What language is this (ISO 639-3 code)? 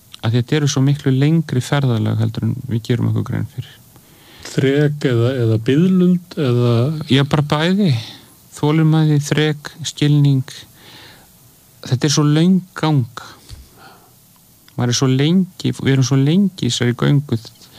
isl